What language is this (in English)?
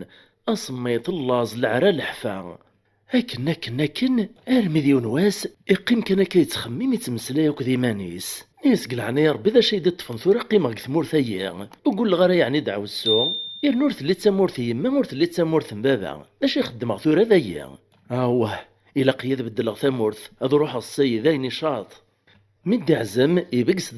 Kabyle